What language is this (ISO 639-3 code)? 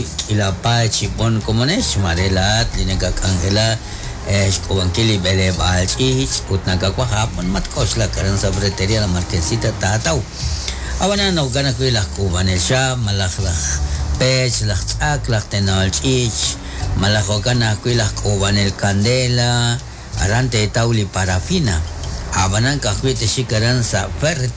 kek